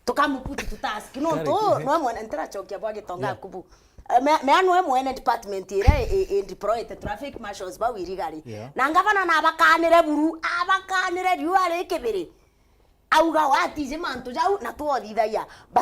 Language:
Meru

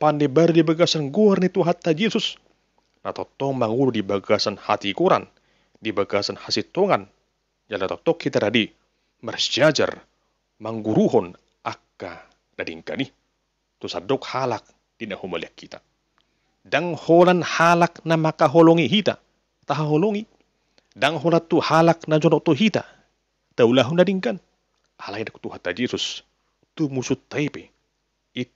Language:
Batak Toba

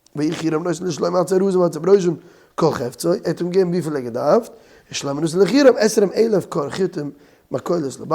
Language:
Yiddish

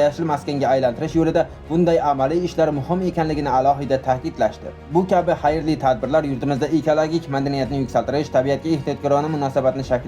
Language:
Uzbek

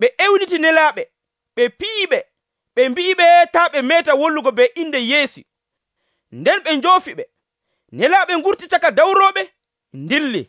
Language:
Nigerian Fulfulde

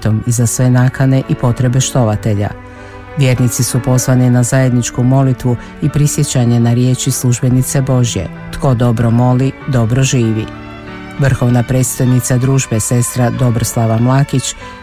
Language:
Croatian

